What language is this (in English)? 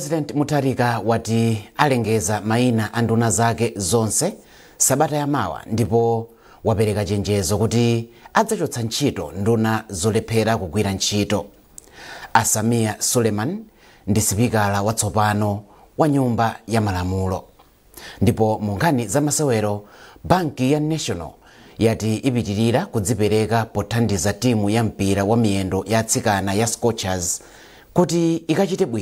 Nyanja